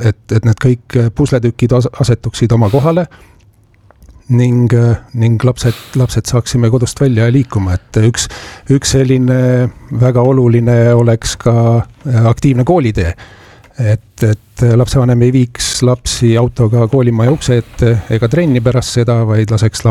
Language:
Estonian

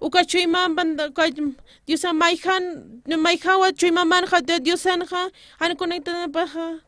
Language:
Aymara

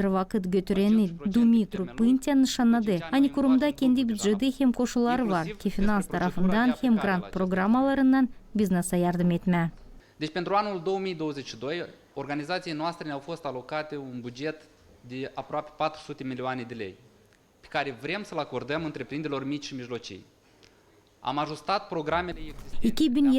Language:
Gagauz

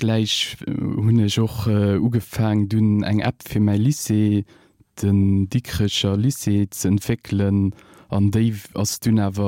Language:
Luxembourgish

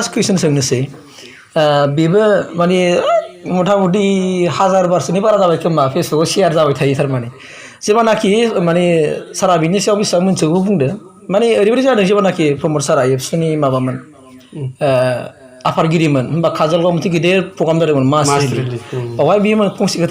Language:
Bodo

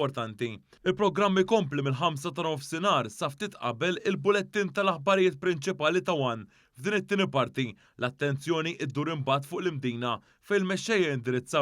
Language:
Maltese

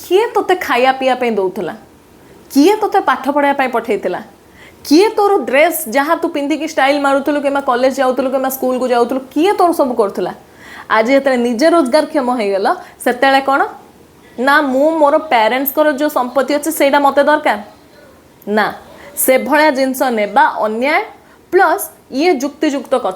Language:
Odia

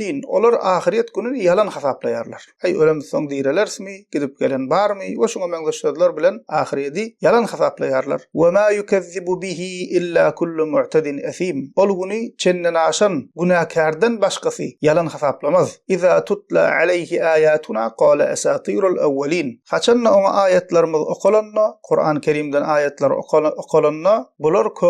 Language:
Turkmen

